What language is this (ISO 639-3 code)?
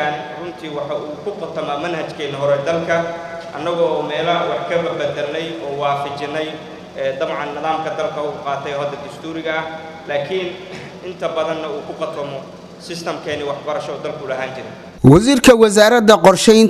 som